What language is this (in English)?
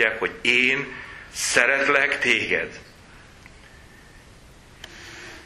Hungarian